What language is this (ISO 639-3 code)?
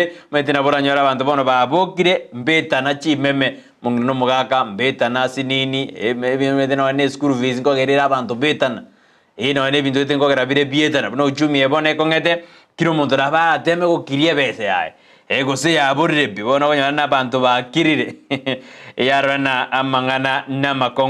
guz